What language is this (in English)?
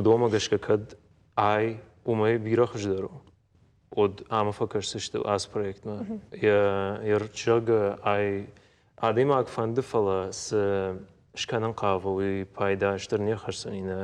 Ossetic